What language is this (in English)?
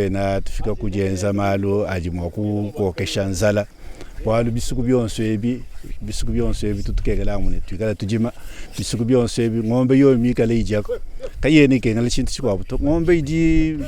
Luba-Lulua